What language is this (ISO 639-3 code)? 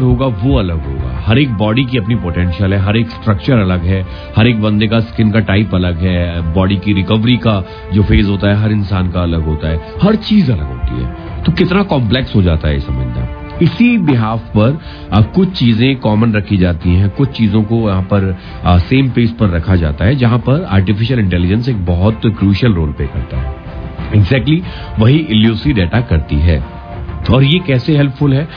hin